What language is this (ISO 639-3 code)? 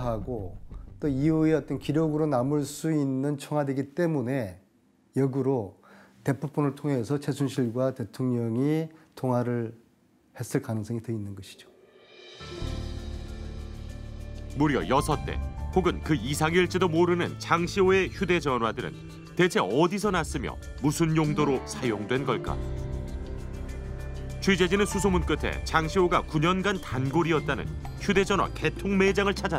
kor